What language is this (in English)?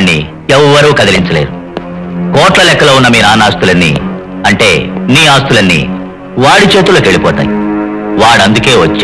Telugu